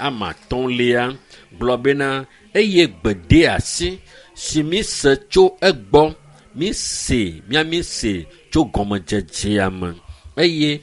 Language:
Ewe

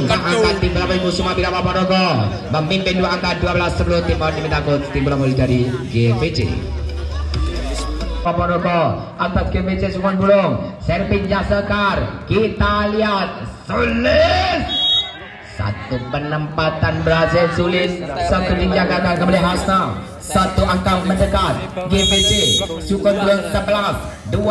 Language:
Indonesian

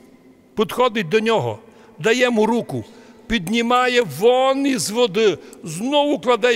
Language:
Rusyn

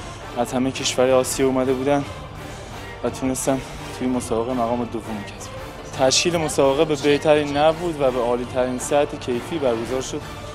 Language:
Tajik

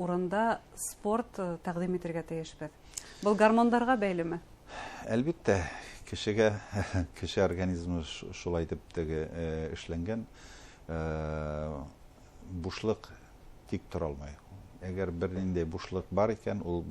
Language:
Bashkir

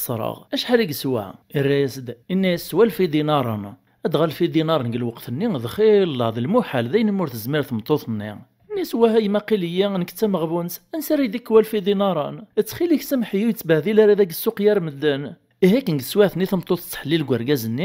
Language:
Kabyle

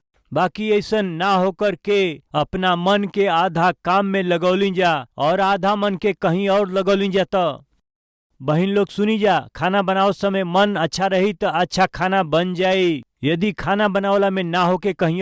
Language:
Bhojpuri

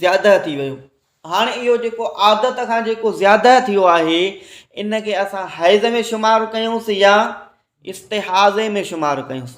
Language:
Sindhi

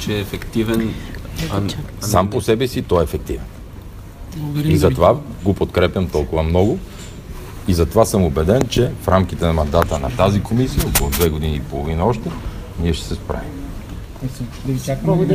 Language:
Bulgarian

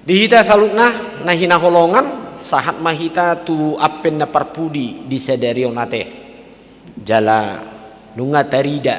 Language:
Batak Toba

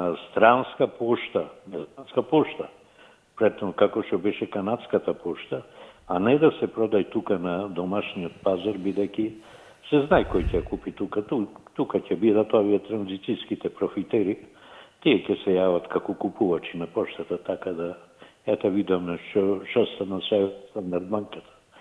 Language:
Macedonian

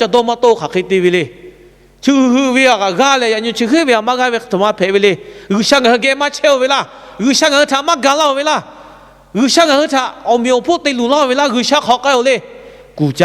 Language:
Lahu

